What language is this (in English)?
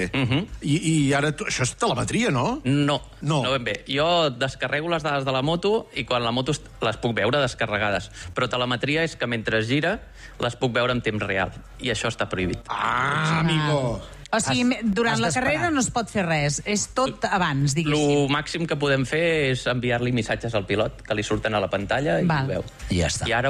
Catalan